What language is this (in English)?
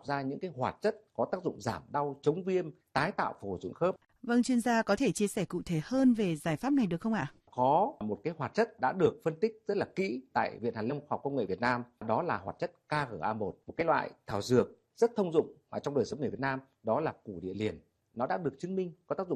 Vietnamese